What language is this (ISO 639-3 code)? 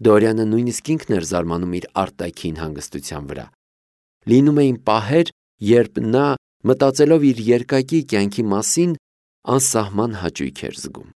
hye